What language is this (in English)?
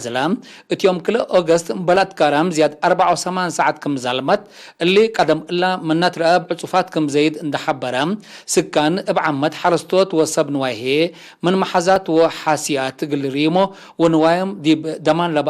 Tigre